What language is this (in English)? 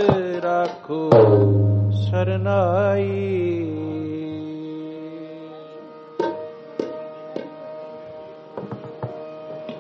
Punjabi